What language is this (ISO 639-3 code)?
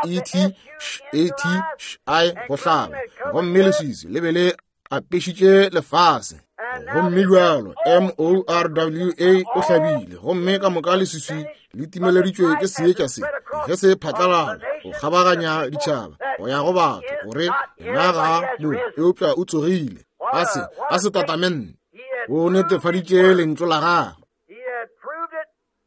nso